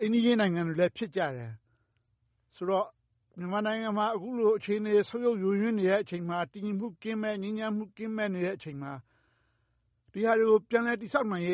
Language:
Burmese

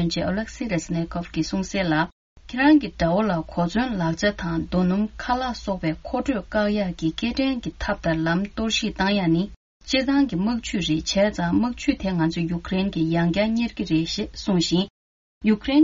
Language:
Tibetan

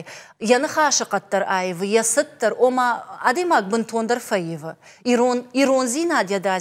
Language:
Ossetic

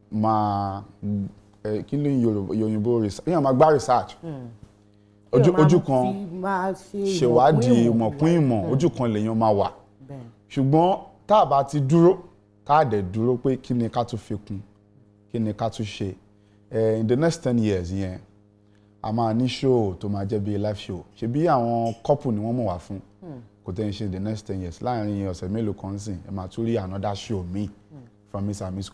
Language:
Yoruba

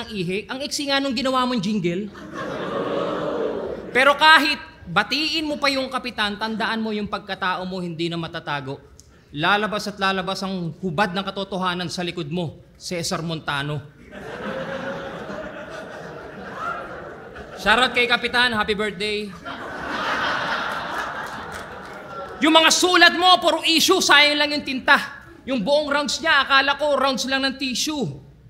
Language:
Filipino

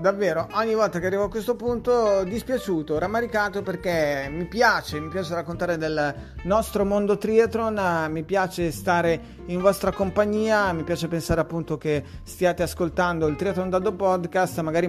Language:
Italian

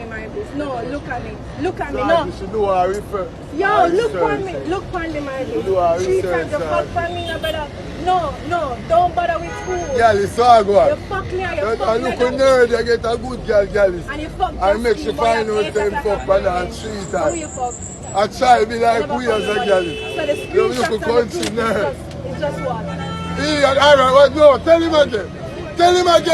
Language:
Jamaican Creole English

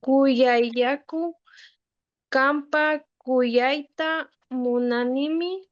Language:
Imbabura Highland Quichua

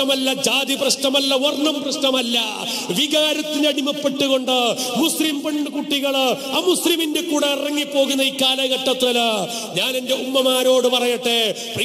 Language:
Malayalam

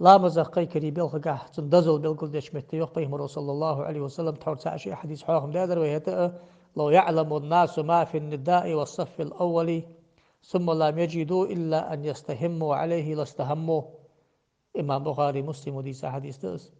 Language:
Ingush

